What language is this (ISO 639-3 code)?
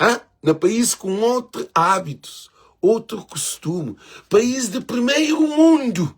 kea